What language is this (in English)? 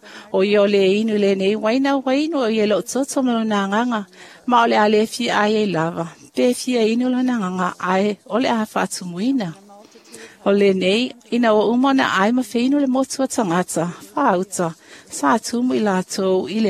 Samoan